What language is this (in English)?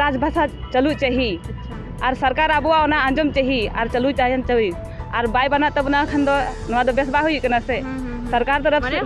Santali